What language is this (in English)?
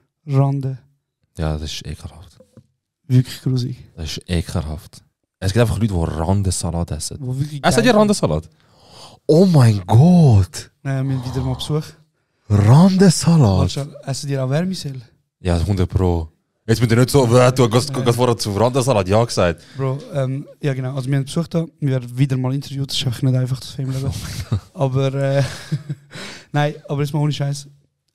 Swiss German